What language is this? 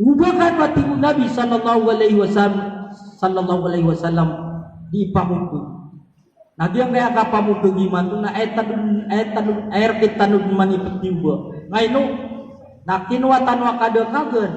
Maranao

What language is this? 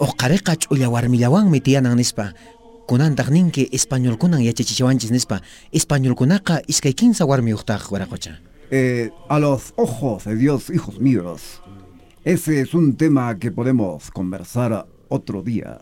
South Bolivian Quechua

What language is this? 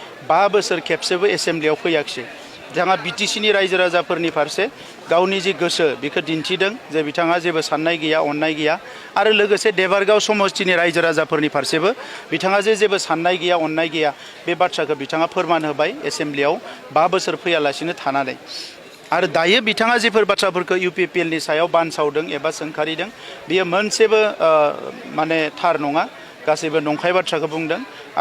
Bodo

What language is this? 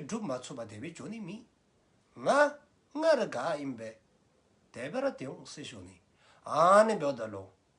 Dzongkha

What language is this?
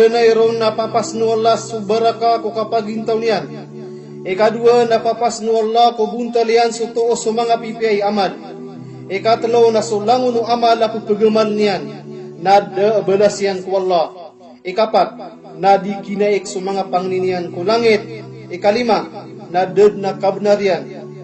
Maranao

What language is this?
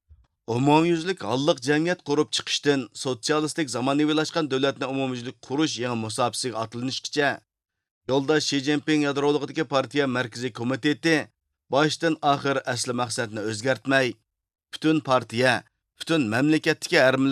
Uyghur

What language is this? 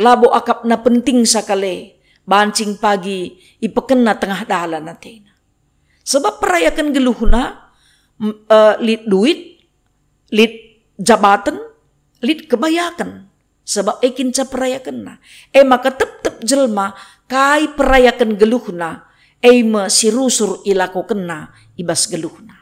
Batak Karo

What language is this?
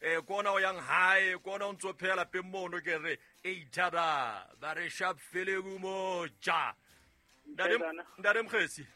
Southern Sotho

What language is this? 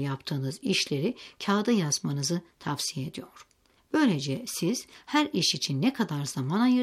Turkish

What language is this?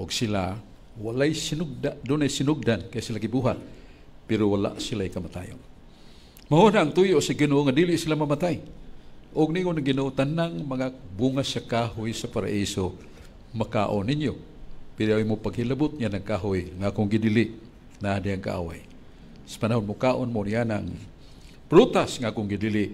Cebuano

